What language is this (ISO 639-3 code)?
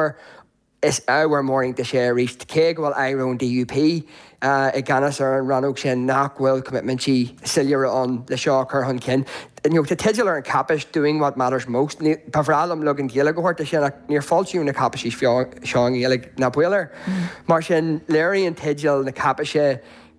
gle